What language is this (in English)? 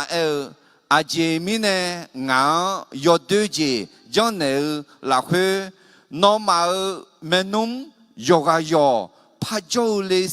Akha